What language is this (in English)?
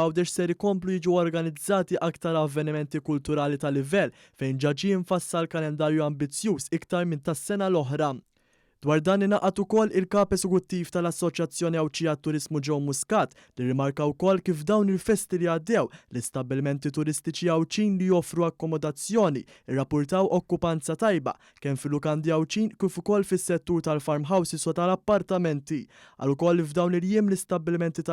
Maltese